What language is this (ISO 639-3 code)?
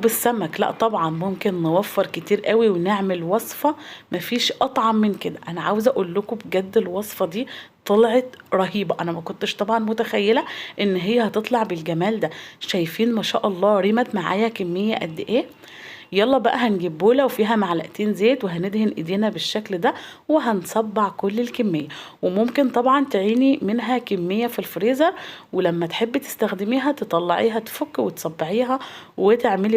arz